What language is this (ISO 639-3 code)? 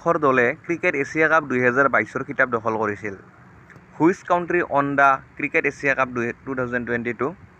asm